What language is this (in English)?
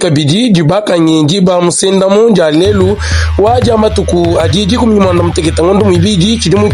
Luba-Lulua